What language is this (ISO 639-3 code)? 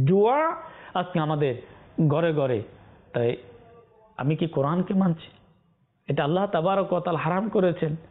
ben